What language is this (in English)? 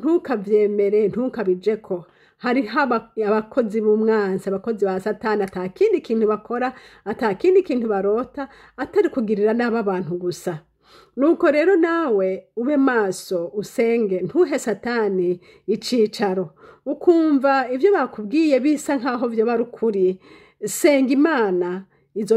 Rundi